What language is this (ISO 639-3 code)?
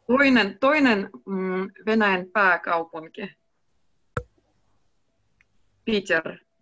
fin